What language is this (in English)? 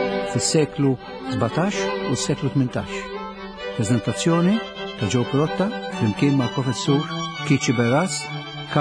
Maltese